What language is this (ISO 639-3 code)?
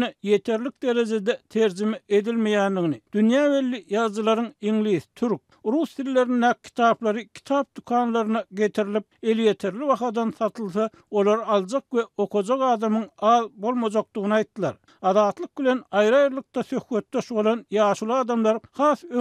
tuk